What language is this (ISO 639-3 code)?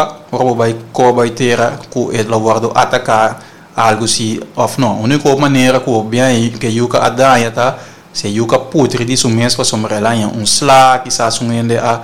pap